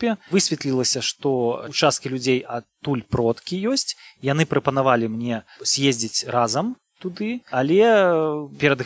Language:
Belarusian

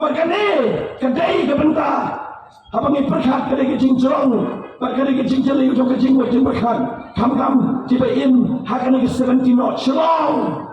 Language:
Khasi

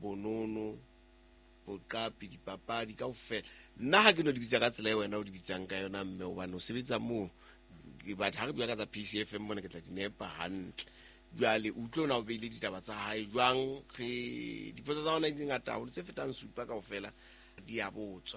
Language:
Southern Sotho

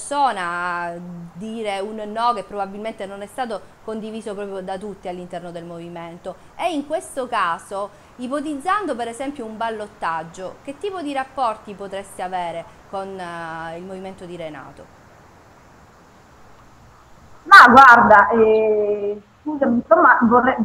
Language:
Italian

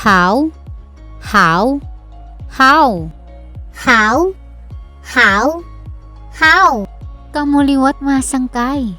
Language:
Waray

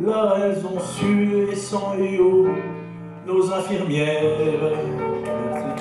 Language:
Picard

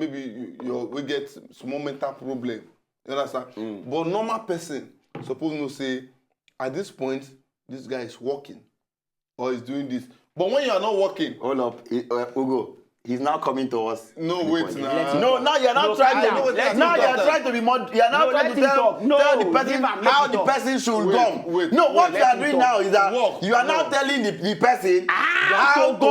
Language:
Nigerian Pidgin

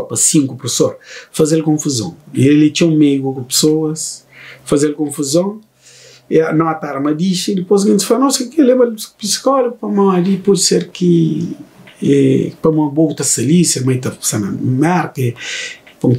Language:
Kabuverdianu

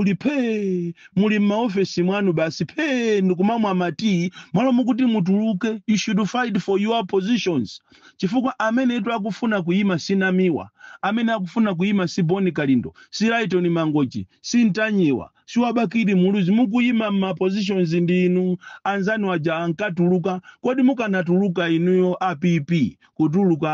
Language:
Nyanja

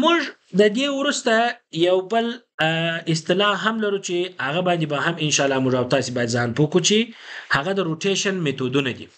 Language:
Pashto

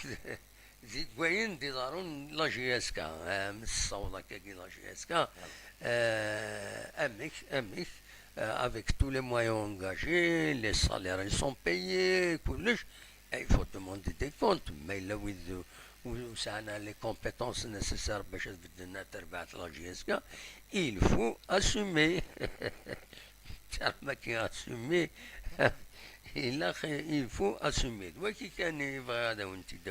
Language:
Kabyle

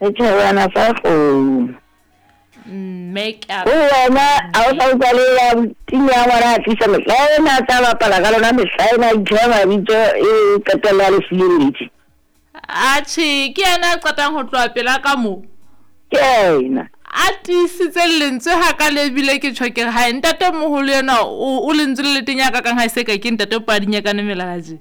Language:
Southern Sotho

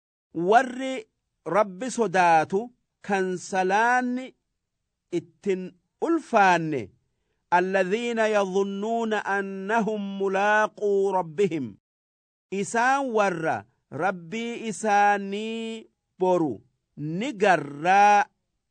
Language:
Oromo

